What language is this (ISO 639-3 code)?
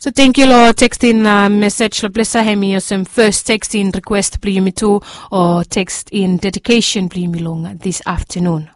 bis